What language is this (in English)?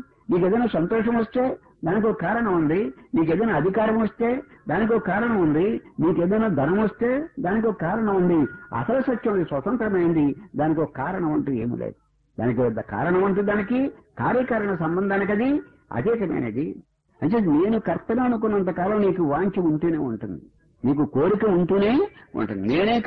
Telugu